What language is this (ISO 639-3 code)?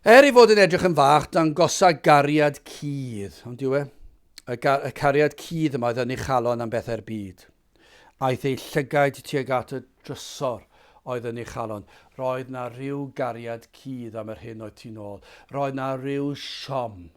cym